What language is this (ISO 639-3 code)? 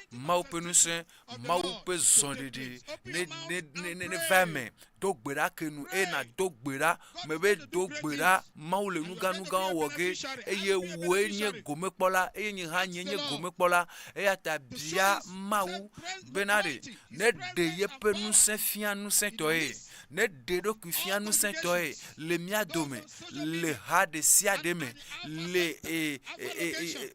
ewe